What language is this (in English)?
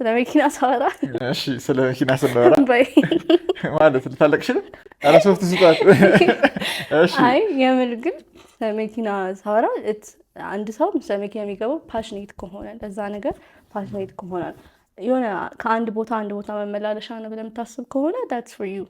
Amharic